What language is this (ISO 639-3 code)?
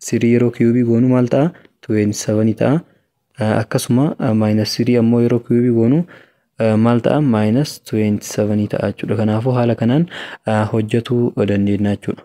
orm